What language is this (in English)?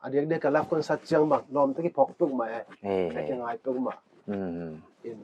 Paite Chin